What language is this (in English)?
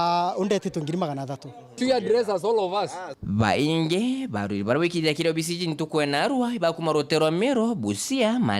Meru